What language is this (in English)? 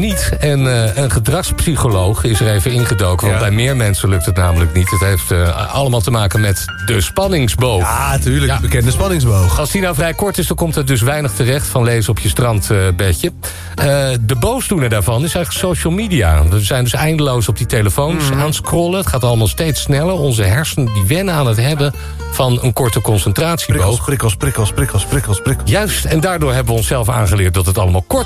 Dutch